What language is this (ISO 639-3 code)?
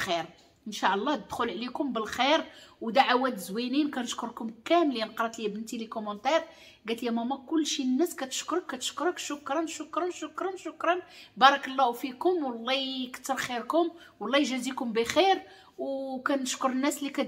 ary